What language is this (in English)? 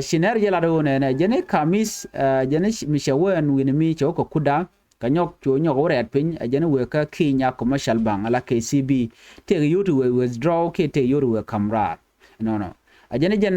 Nuer